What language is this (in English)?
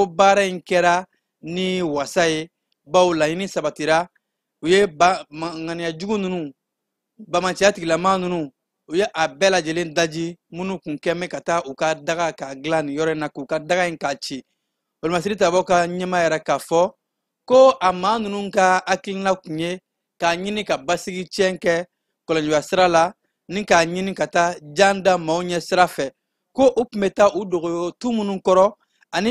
Bambara